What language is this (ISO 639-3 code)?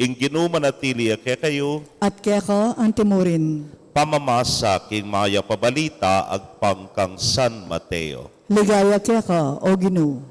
pam